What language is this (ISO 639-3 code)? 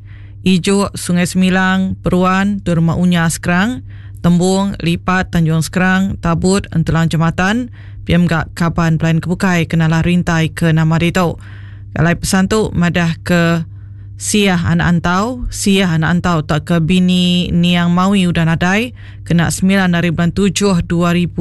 iba